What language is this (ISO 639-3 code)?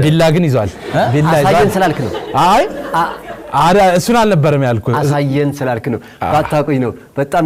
amh